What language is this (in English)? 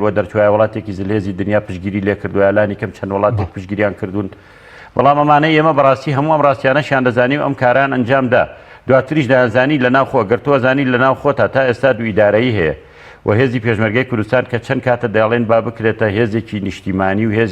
Central Kurdish